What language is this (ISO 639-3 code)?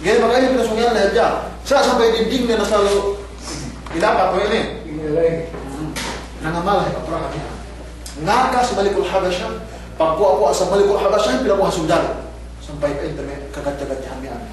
yka